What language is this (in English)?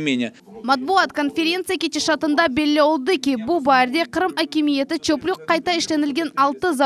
Crimean Tatar